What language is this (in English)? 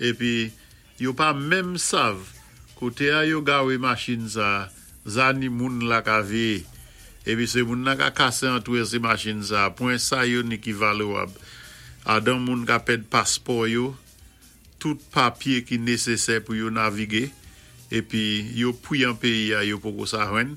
Saint Lucian Creole French